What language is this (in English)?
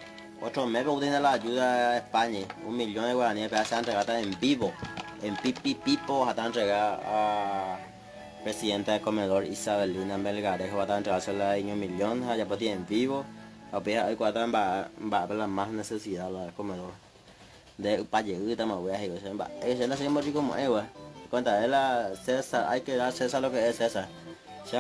Guarani